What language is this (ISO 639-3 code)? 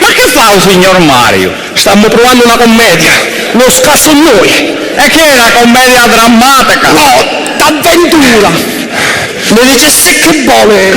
scn